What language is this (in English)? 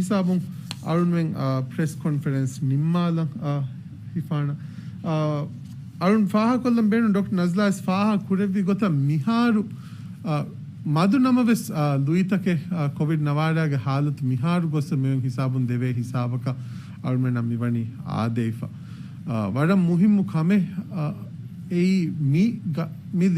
Divehi